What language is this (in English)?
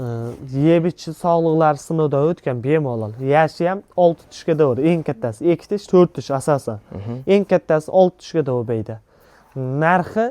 Uzbek